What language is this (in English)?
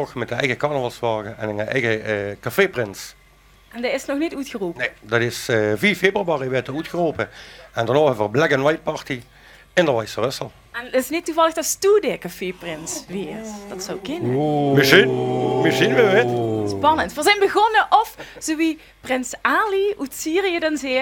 Limburgish